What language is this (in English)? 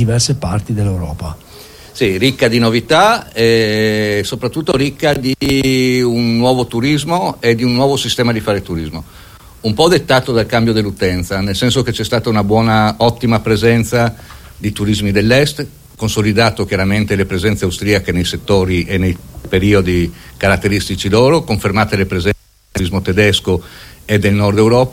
Italian